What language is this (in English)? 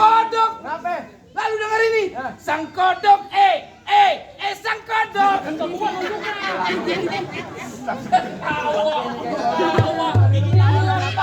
Betawi